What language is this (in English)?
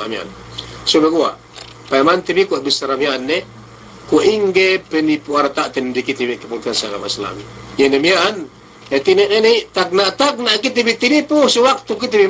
Yakan